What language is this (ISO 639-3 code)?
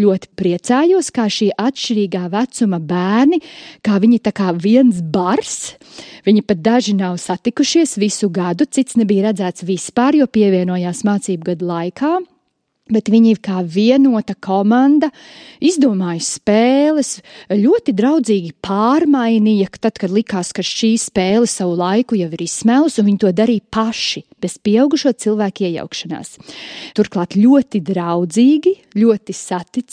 lav